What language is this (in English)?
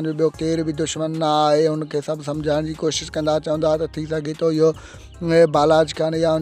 Sindhi